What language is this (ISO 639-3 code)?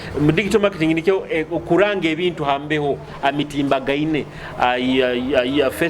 nyo